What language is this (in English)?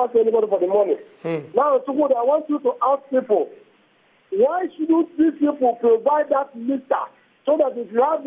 Nigerian Pidgin